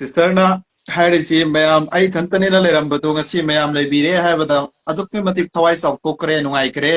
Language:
Manipuri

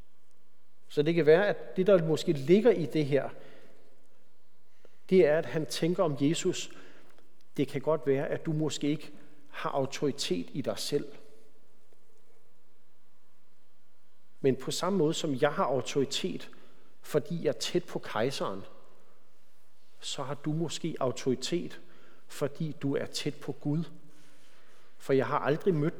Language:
Danish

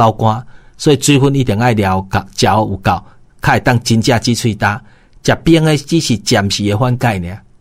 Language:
Min Nan Chinese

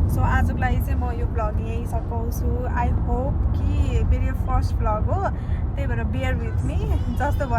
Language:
Nepali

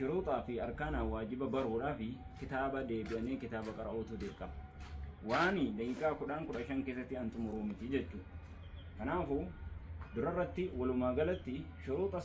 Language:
Oromo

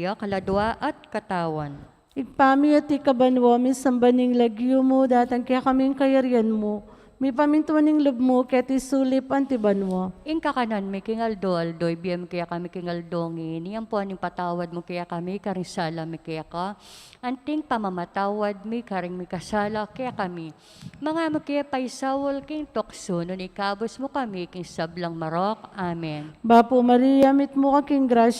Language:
Pampanga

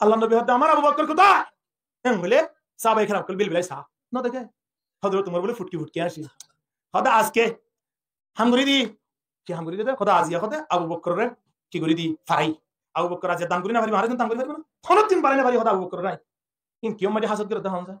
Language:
Rohingya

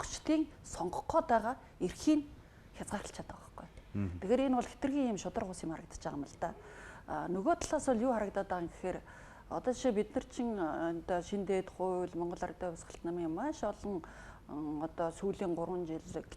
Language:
Mongolian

